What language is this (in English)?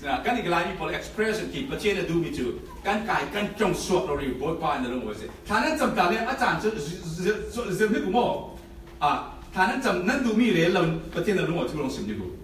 Falam Chin